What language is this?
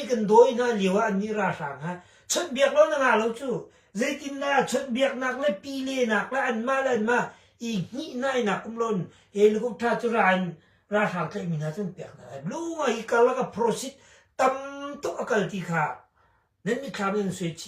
Hakha Chin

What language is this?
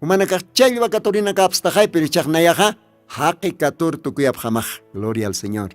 Aymara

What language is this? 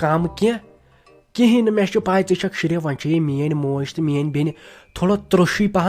Kashmiri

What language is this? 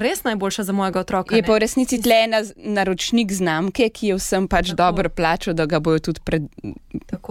Slovenian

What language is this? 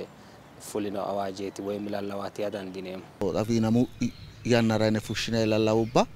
Sidamo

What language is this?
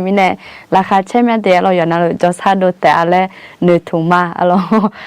Akha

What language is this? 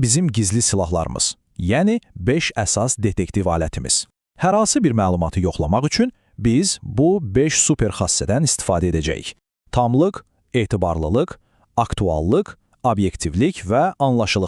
Azerbaijani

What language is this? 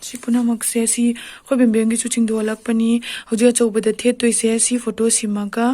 Manipuri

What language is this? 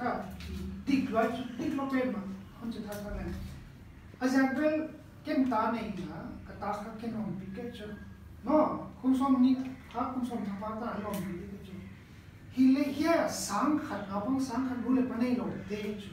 Paite Chin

